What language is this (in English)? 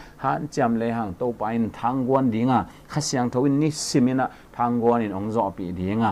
Tedim Chin